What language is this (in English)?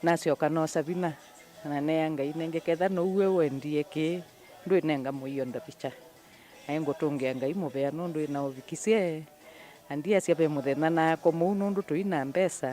Kamba